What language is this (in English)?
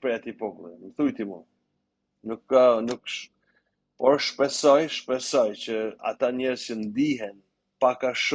Albanian